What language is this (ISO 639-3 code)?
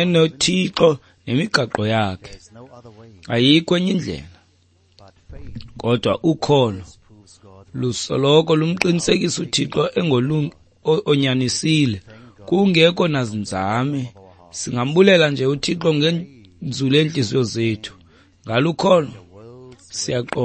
xho